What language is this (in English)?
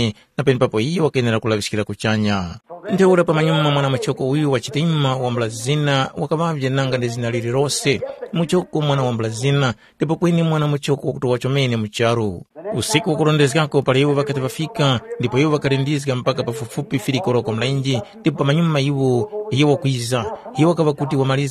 Tumbuka